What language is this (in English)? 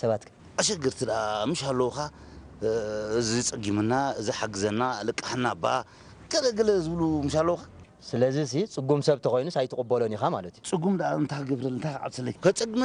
Tigrinya